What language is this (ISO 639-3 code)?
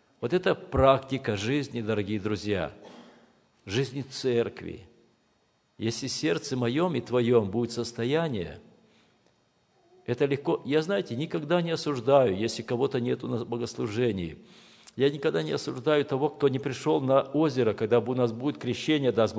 rus